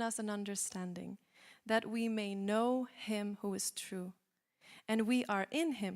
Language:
English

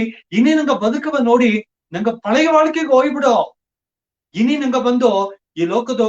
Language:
Badaga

